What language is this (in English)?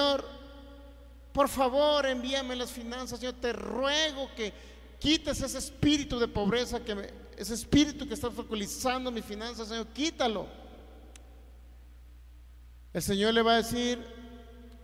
Spanish